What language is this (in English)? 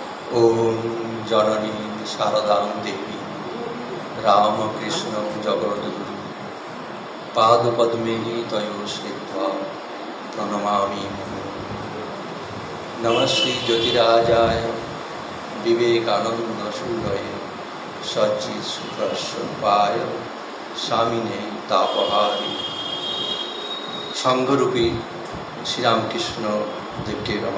Bangla